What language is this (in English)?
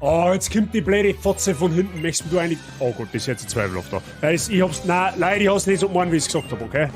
Bavarian